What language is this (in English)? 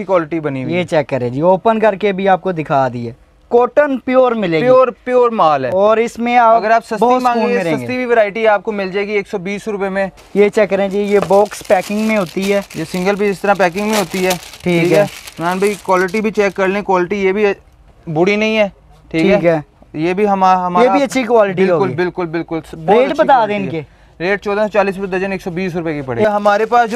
Hindi